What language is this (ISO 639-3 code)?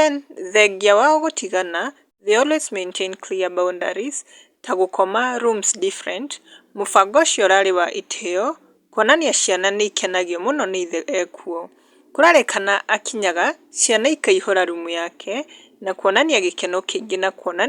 kik